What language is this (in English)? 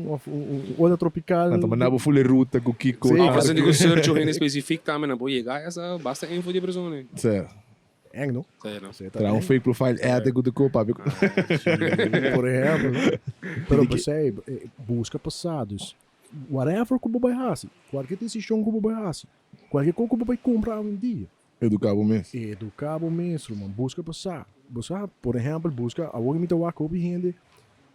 Papiamento